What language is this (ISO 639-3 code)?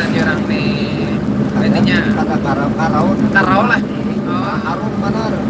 bjn